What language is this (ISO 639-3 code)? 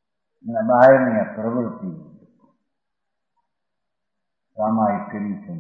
guj